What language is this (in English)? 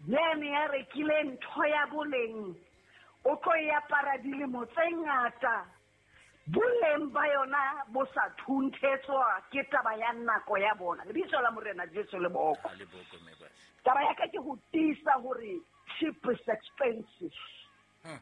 Southern Sotho